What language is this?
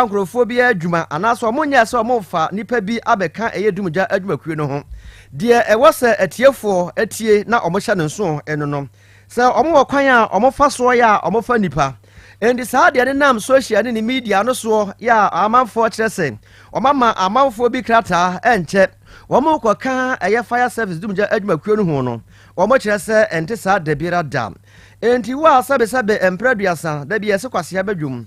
Akan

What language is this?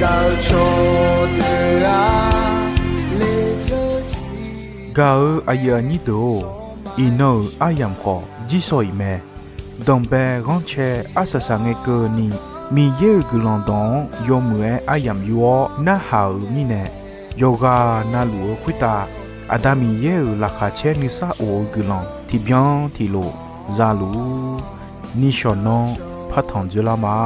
Akha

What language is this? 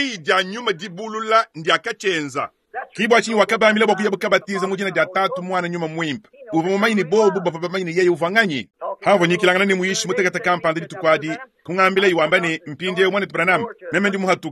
Luba-Lulua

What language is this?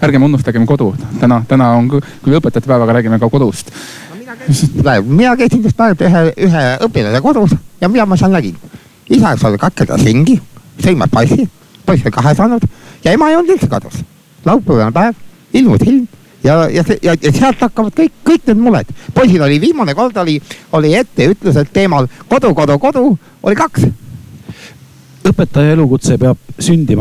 Estonian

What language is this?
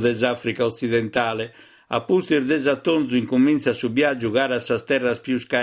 Sardinian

